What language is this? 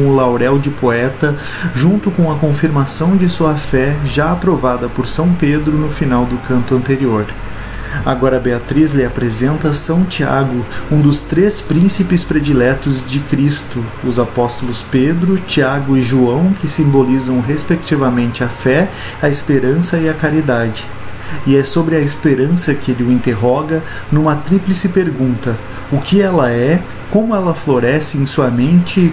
Portuguese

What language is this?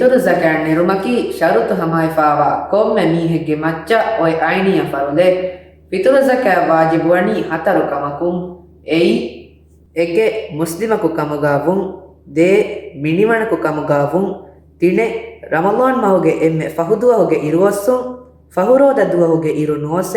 Divehi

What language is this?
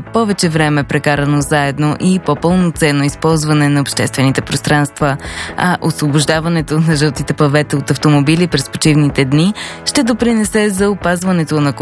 Bulgarian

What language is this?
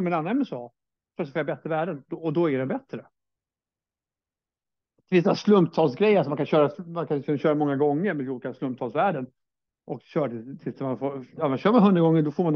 Swedish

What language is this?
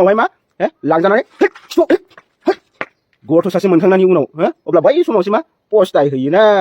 Bodo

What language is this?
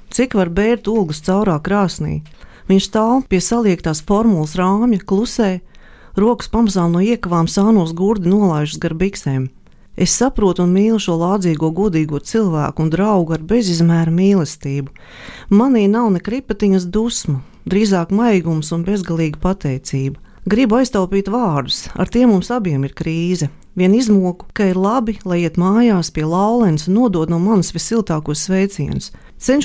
Latvian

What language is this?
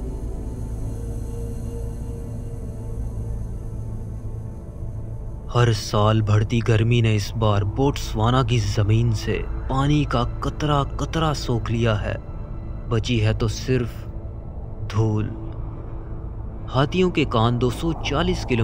Hindi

